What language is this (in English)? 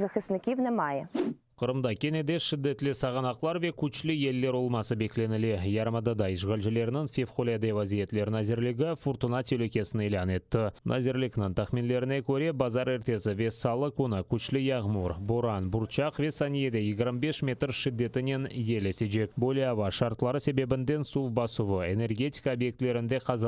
Crimean Tatar